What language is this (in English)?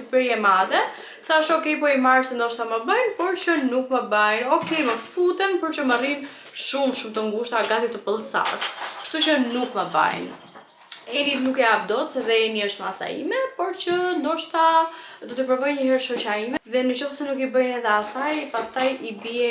Albanian